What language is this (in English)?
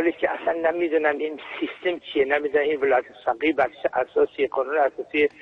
Persian